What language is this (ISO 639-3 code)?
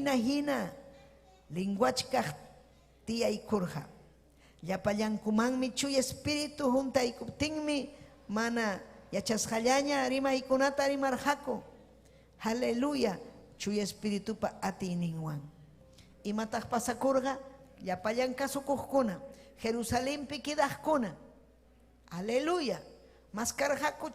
quy